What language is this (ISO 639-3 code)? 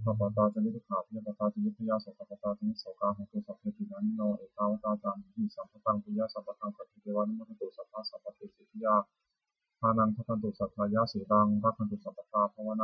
pli